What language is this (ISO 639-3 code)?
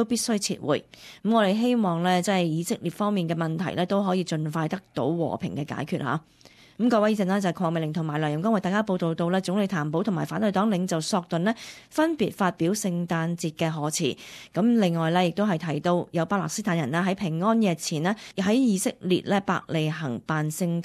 yue